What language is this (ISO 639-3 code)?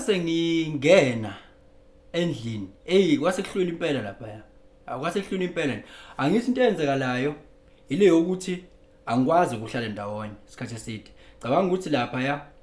zul